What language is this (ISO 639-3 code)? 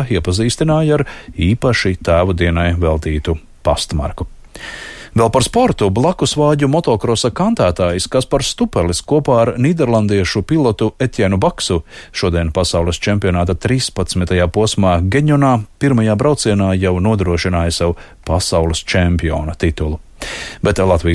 lav